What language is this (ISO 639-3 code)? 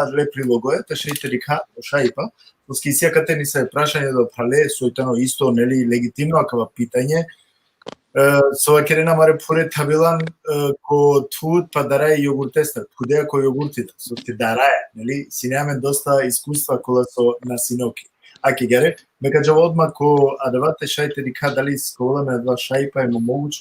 rmn